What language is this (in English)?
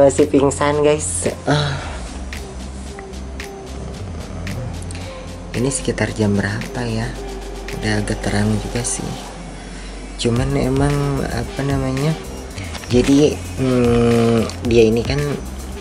Indonesian